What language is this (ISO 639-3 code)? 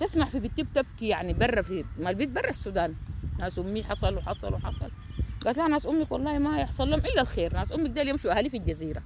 apd